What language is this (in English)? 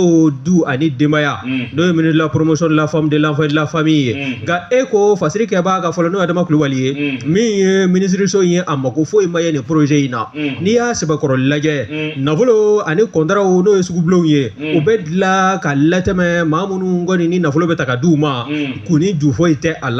Bambara